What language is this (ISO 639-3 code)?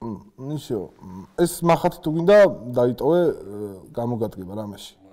kat